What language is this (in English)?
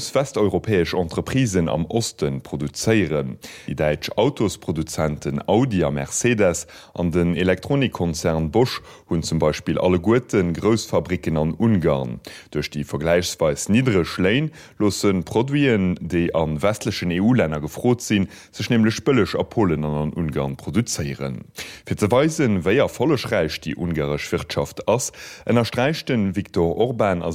Luxembourgish